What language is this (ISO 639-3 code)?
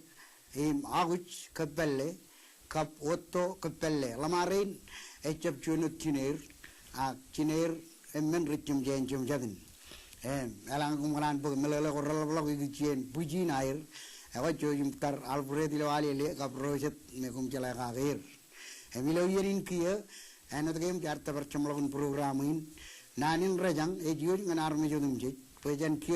mah